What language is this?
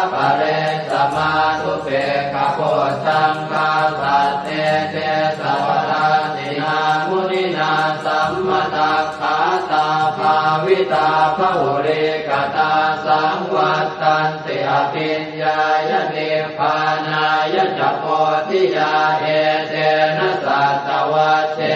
Pali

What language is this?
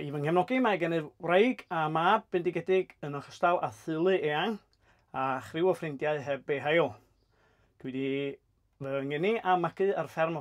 Welsh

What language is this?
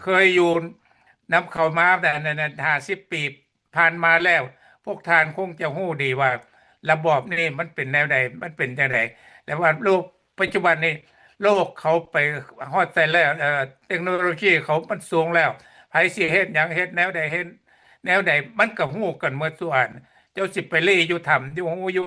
Lao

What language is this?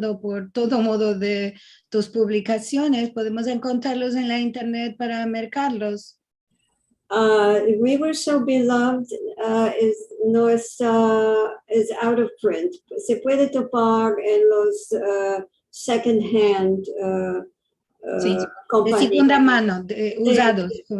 Ladino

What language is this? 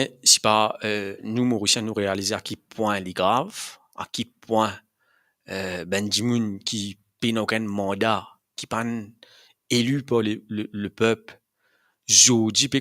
Morisyen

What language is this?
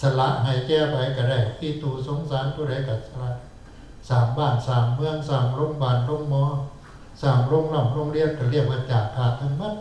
Northeastern Thai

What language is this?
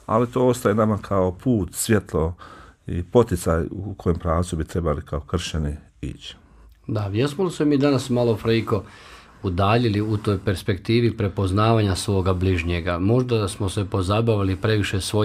Bosnian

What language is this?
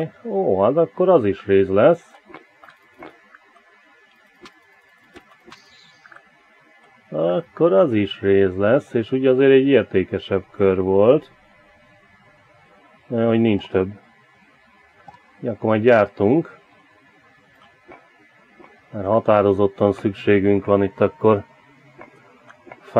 Hungarian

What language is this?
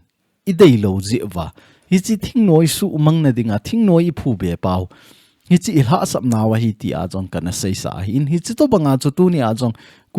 Thado Chin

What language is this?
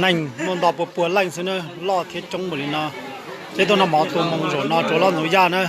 Hmong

